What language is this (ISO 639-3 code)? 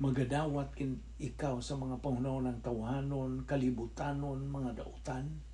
ceb